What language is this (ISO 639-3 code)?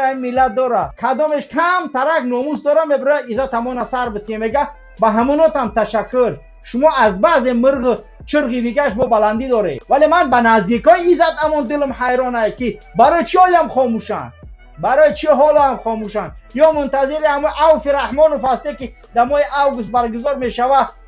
tgk